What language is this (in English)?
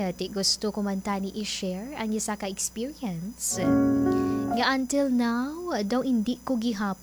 Hiligaynon